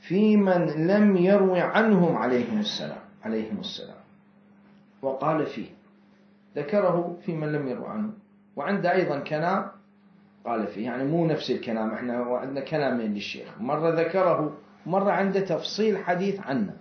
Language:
Mesopotamian Arabic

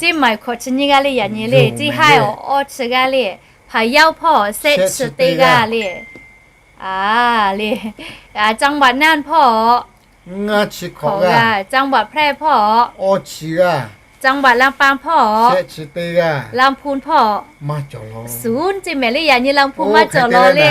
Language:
Lahu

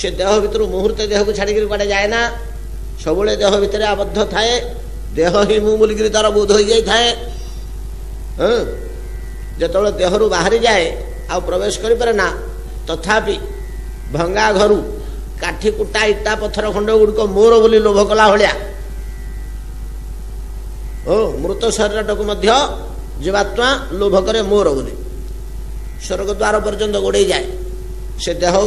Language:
Odia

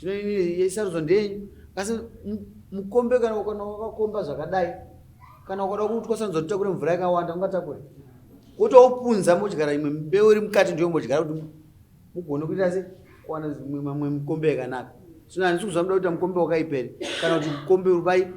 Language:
Shona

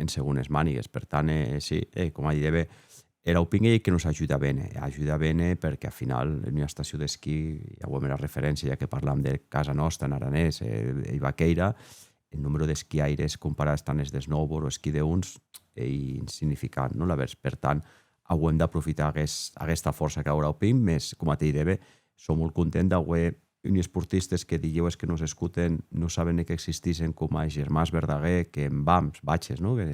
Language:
Occitan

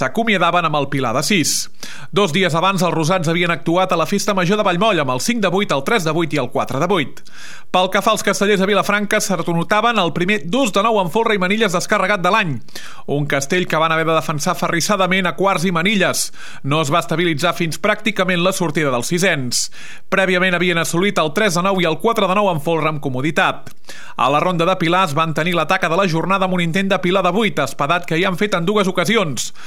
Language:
Catalan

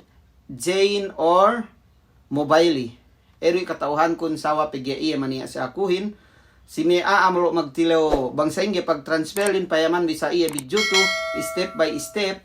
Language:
Yakan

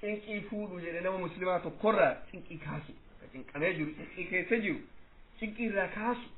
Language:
Oromo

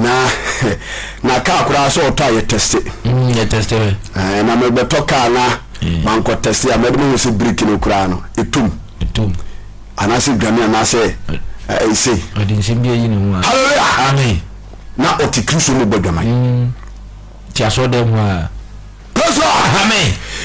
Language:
Akan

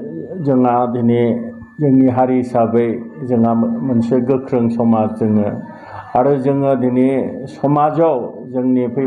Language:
Bodo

